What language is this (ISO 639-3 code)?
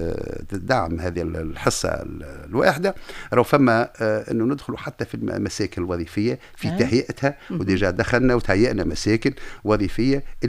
aeb